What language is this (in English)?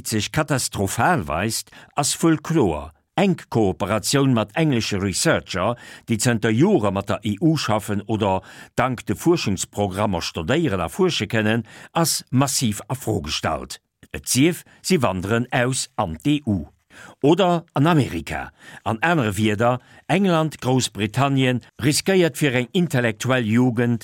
Luxembourgish